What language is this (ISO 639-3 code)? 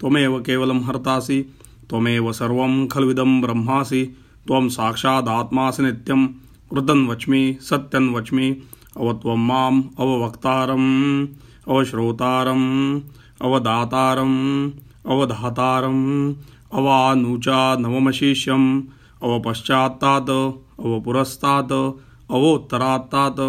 san